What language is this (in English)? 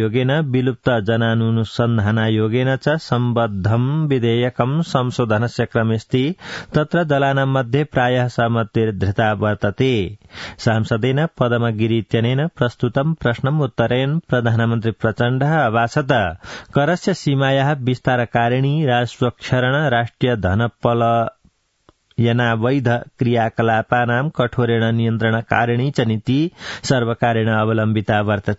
Sanskrit